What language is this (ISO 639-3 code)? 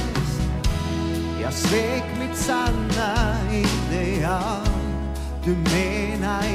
swe